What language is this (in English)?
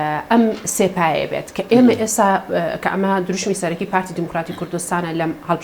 Central Kurdish